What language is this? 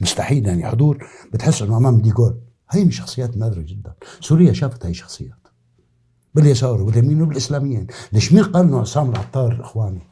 North Levantine Arabic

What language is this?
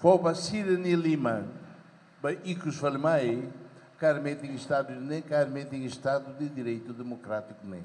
Tetum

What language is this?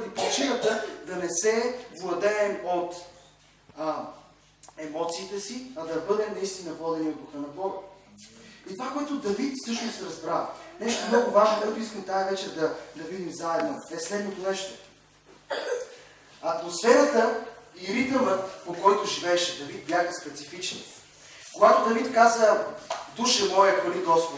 Bulgarian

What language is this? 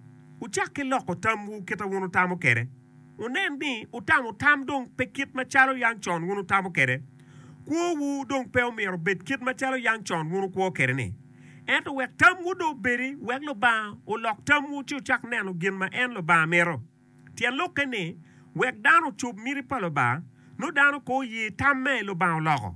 Acoli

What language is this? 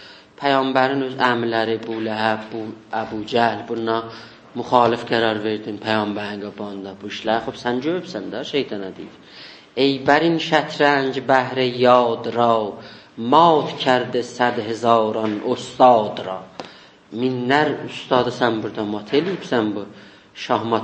South Azerbaijani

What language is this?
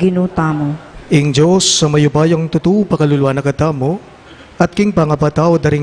Pampanga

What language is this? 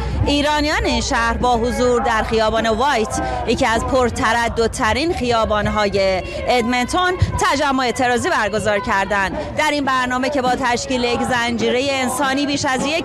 Persian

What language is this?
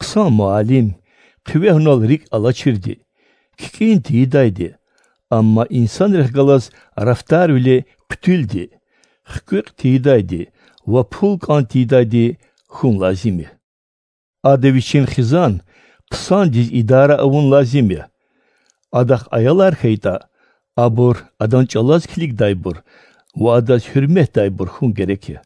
Lezghian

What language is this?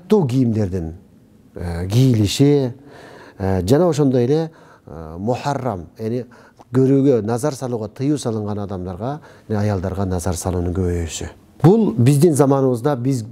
Kyrgyz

